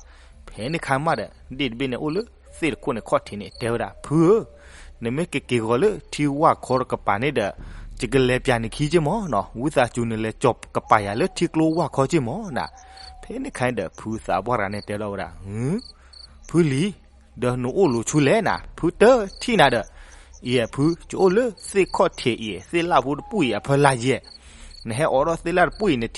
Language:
S'gaw Karen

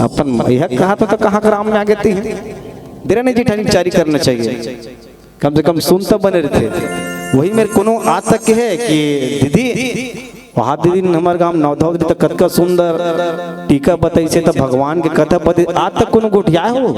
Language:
Chhattisgarhi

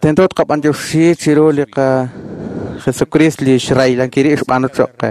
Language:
Kekchí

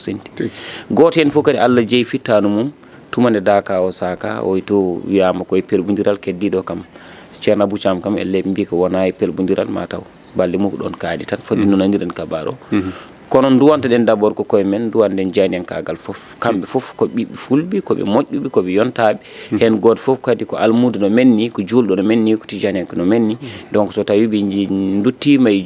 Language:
Fula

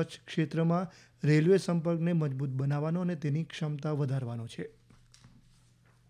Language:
Gujarati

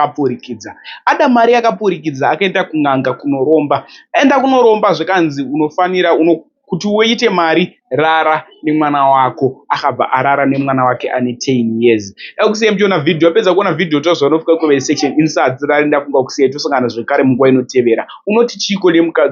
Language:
Shona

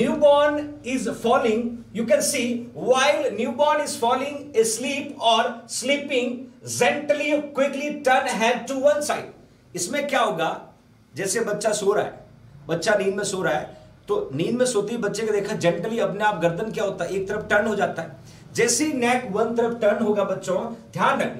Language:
Hindi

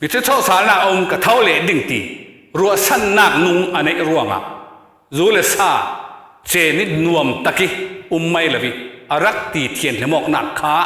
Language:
Falam Chin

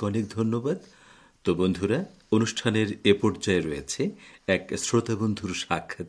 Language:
Bangla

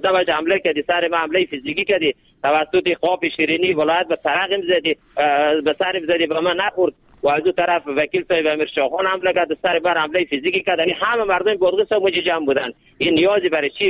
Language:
Persian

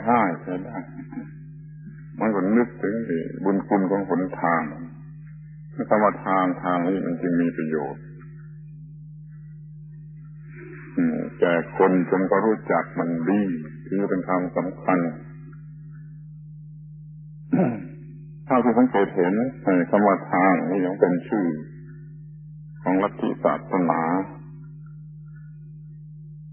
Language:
Thai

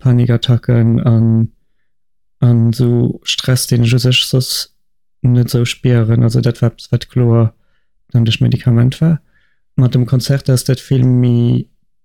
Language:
Luxembourgish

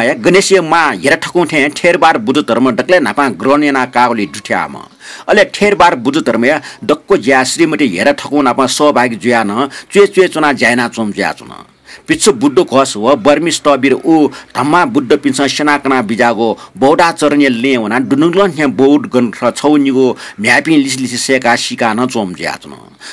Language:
Newari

